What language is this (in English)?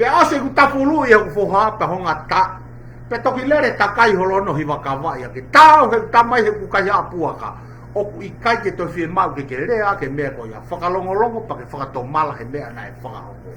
Tongan